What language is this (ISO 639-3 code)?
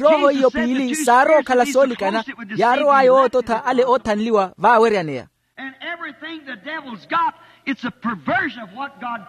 vmw